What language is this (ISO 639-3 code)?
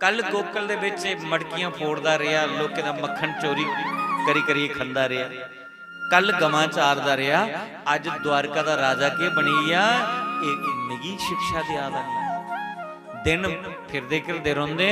doi